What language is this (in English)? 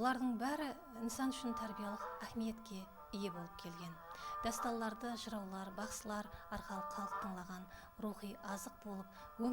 Kara-Kalpak